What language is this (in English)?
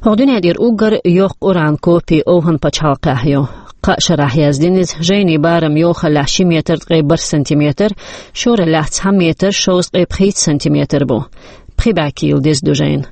Chechen